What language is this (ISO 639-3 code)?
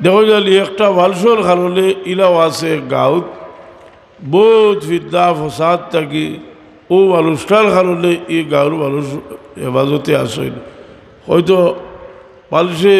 syl